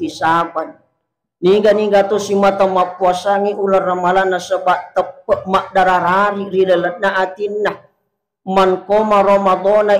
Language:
Buginese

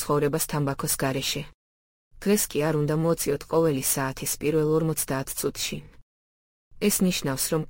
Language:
Georgian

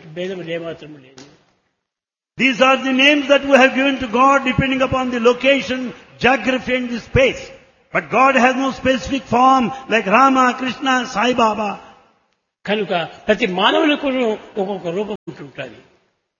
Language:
Telugu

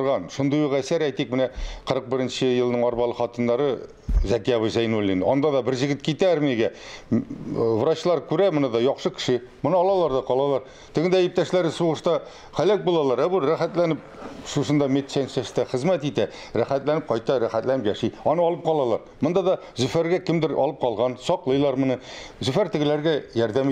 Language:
Tatar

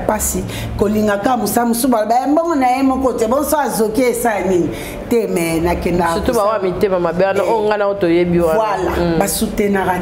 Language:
Lingala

